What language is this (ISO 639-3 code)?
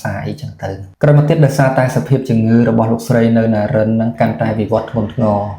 khm